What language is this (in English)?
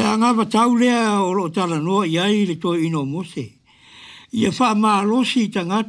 Samoan